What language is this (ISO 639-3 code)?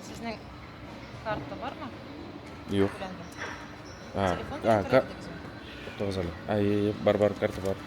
tat